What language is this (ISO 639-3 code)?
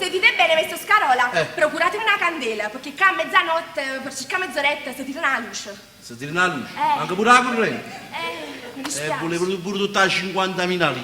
nap